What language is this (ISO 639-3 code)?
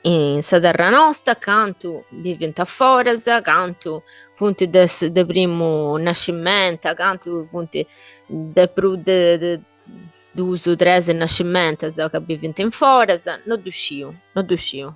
srd